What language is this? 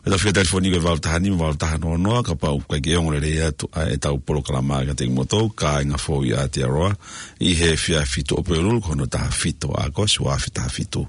Tongan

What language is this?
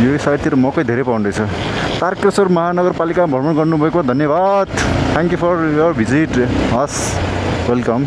Nepali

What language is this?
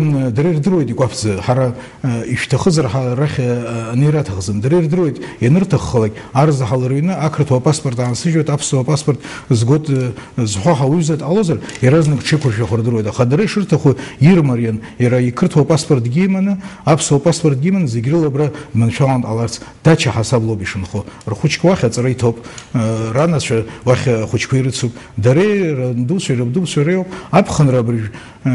Abkhazian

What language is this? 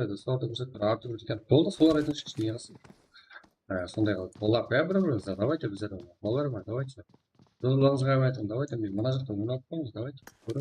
Kara-Kalpak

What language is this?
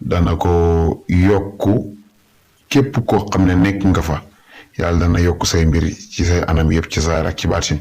Wolof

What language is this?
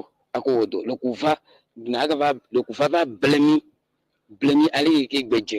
Ewe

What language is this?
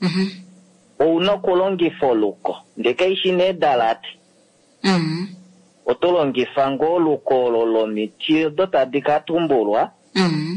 Kuanyama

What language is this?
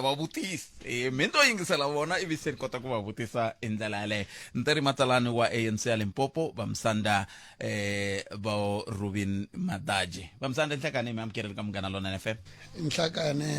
Tsonga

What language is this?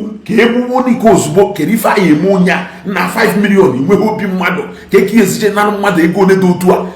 Igbo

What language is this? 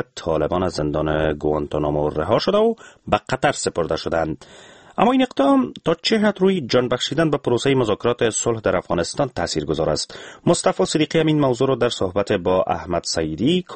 Persian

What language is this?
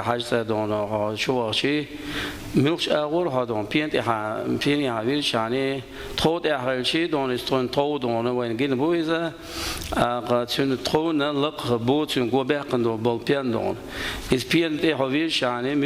Chechen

